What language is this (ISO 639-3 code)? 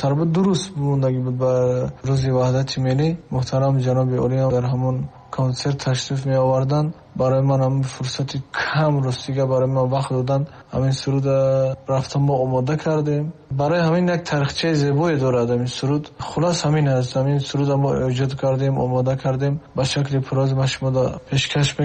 tgk